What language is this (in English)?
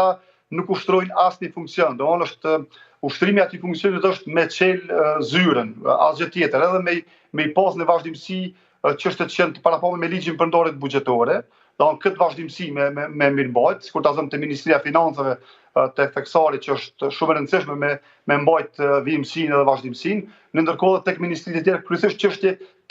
Albanian